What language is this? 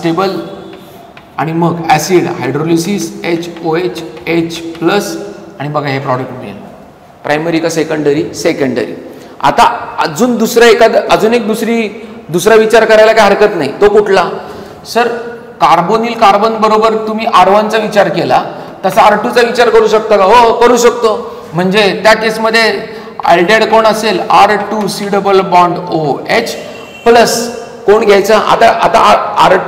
Marathi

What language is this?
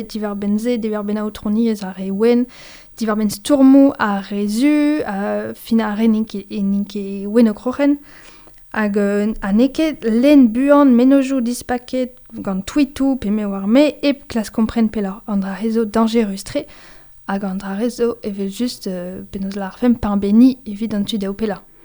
Breton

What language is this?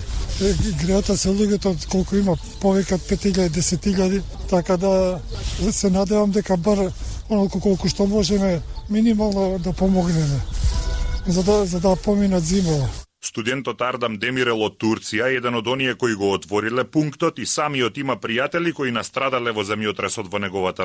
Macedonian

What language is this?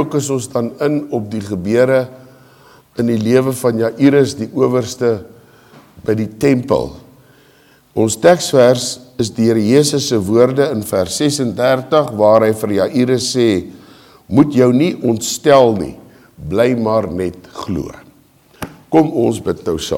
Afrikaans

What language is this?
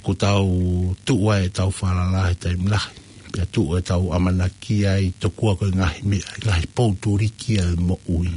Tongan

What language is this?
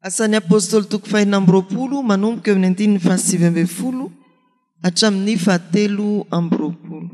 Malagasy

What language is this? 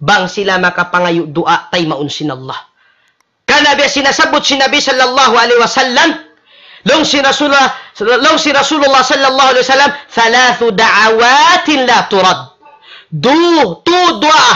Tausug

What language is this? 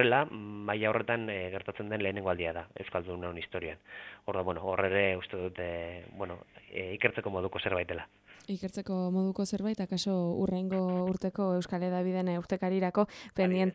Basque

